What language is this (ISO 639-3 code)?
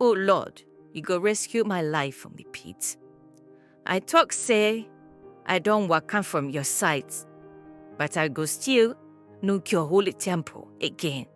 pcm